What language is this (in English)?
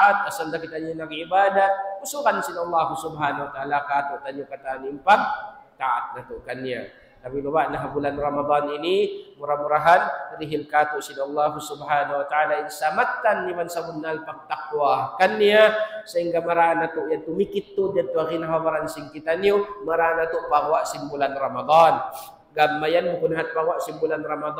Tausug